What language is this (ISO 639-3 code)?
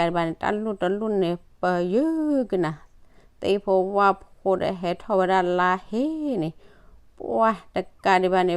ksw